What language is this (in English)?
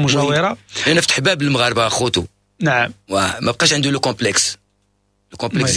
Moroccan Arabic